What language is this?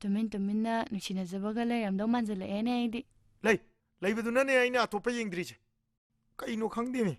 Manipuri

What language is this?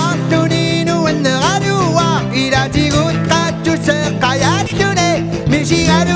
Kalaallisut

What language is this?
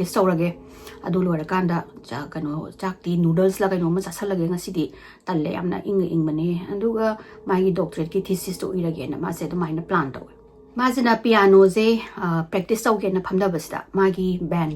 Manipuri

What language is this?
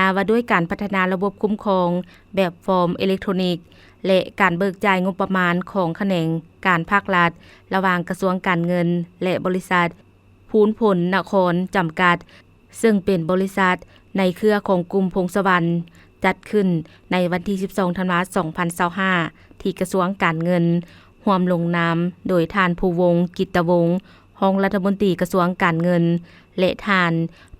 Lao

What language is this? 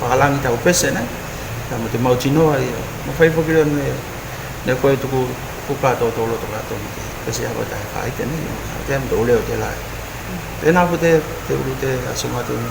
Tuvalu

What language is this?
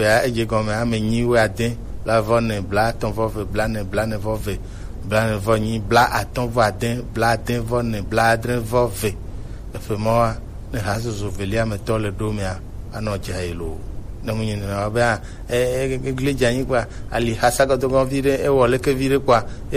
Gen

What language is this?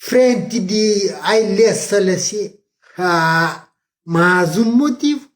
Kabuverdianu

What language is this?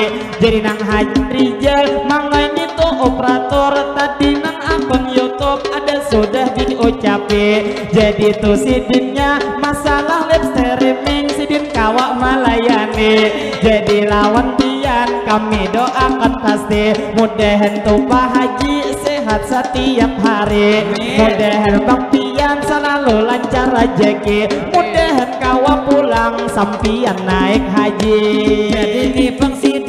Banjar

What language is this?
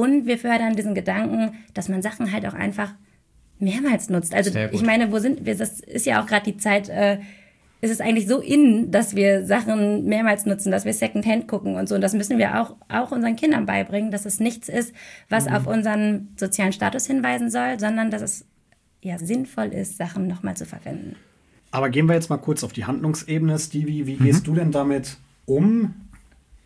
German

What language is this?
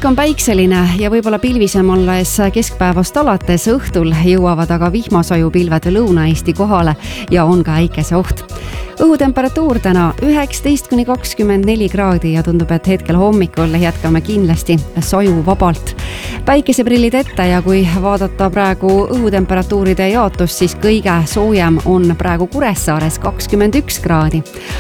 Estonian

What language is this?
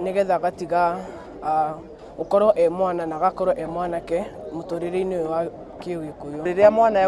Kikuyu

